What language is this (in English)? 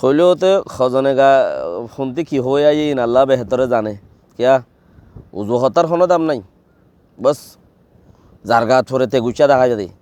Rohingya